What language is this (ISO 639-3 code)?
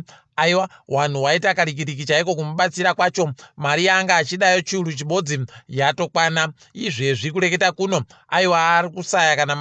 ndc